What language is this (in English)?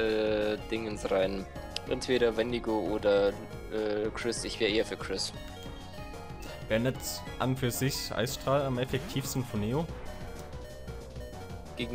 German